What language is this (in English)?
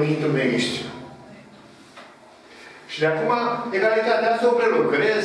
Romanian